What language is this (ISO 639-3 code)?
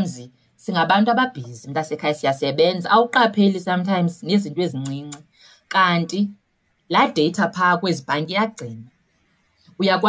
xho